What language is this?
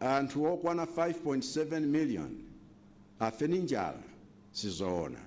Nyanja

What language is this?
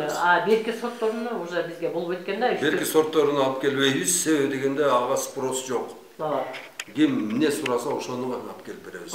Kyrgyz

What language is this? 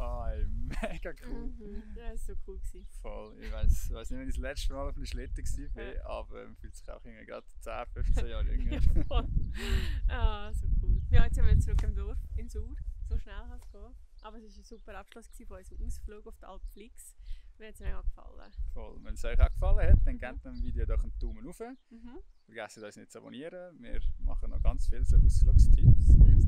Swiss German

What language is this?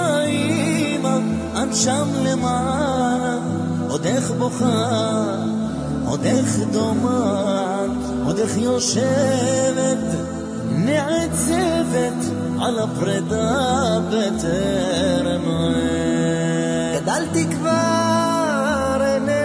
Hebrew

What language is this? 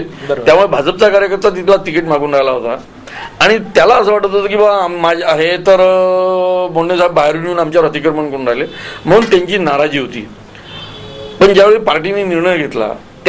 Marathi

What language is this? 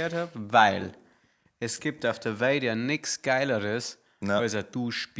Bavarian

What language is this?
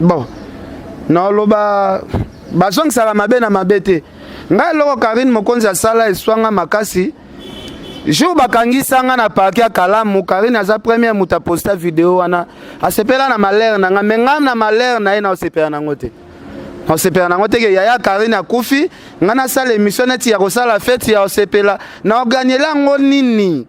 Lingala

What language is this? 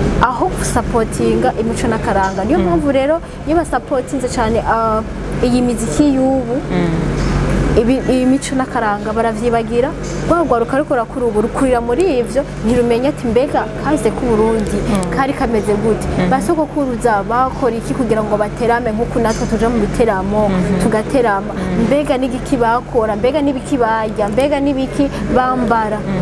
Rundi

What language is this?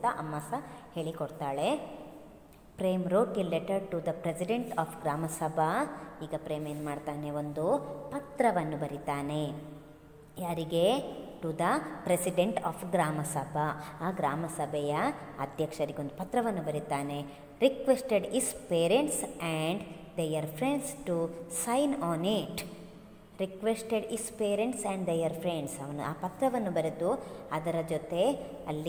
Kannada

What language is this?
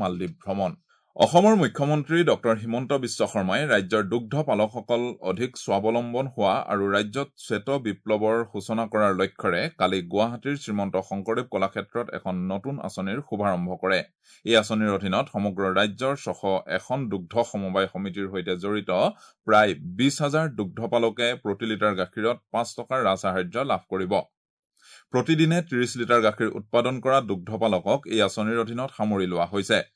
Assamese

